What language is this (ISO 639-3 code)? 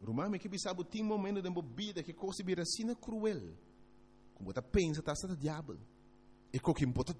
pap